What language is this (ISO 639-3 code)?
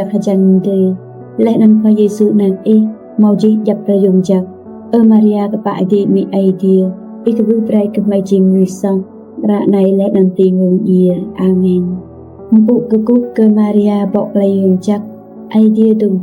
rad